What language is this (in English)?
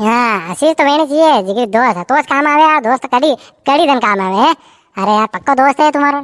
Rajasthani